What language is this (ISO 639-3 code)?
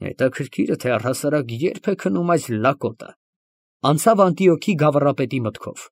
hye